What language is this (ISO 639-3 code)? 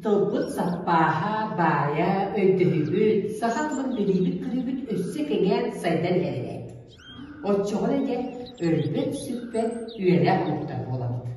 sah